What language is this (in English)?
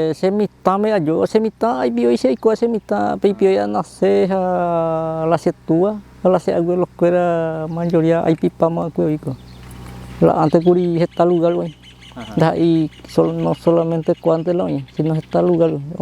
Guarani